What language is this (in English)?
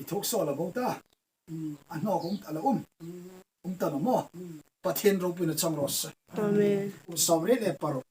Hmar